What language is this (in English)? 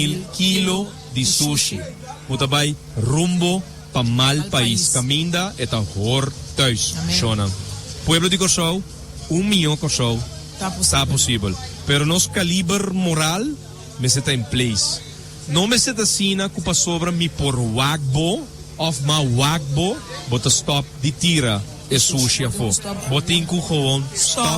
Papiamento